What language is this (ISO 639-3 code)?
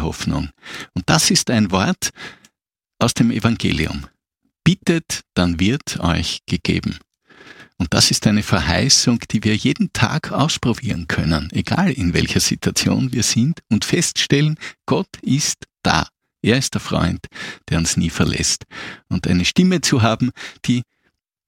deu